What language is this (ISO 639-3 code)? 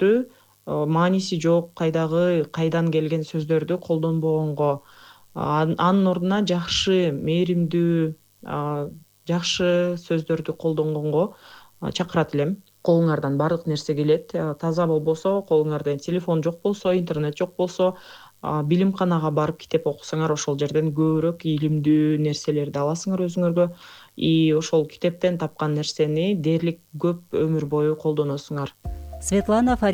kir